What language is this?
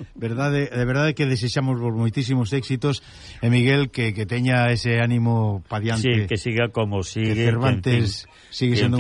Galician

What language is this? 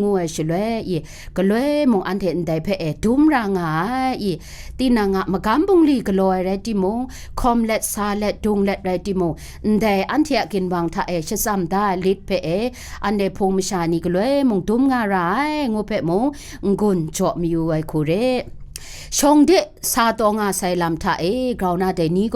Kachin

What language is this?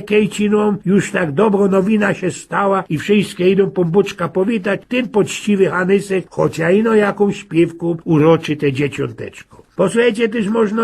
Silesian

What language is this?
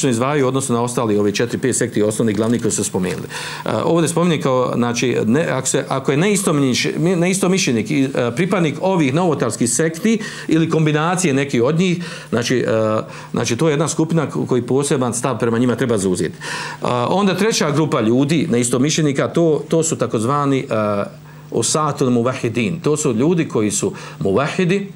Bosnian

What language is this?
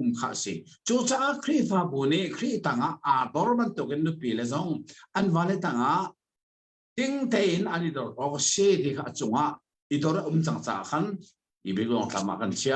Hakha Chin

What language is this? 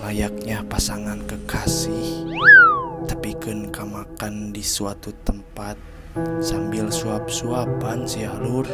Sundanese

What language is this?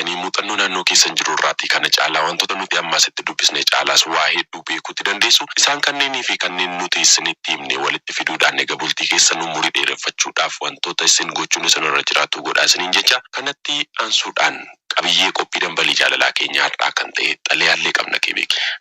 Oromo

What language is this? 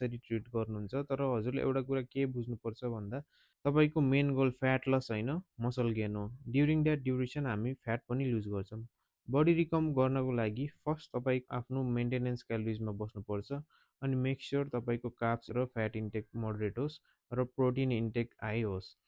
Nepali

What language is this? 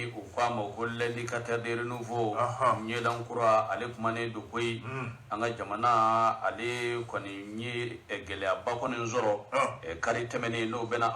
Bambara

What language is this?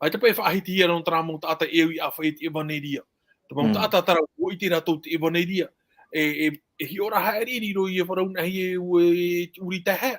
Tahitian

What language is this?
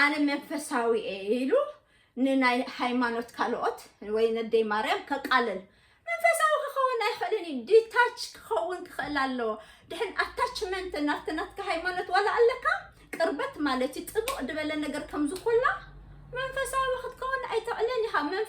Tigrinya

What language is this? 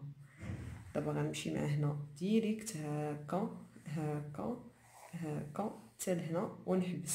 Moroccan Arabic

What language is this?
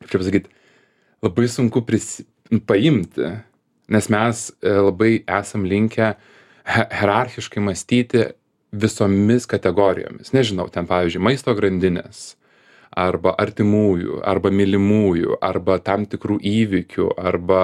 Lithuanian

